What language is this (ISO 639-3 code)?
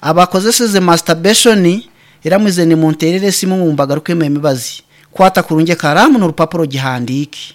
nyn